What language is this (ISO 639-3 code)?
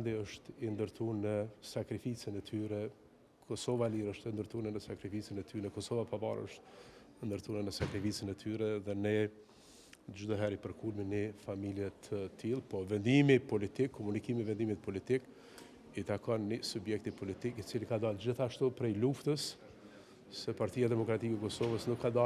sqi